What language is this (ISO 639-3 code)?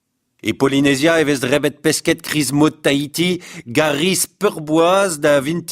bre